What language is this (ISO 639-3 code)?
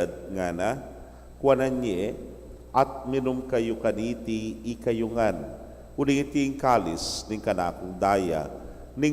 pam